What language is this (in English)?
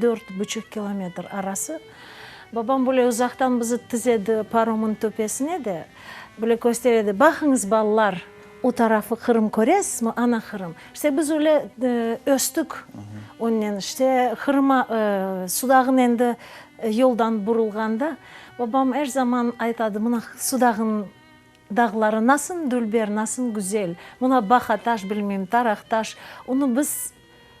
Crimean Tatar